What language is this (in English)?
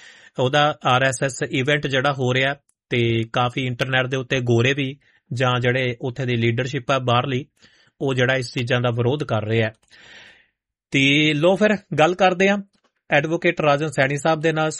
Punjabi